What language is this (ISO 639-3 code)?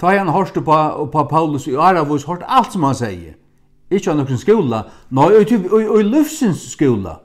fao